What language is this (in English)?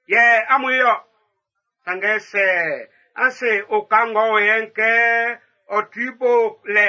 Baoulé